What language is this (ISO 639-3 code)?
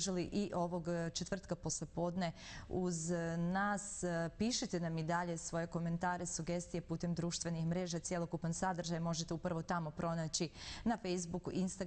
bos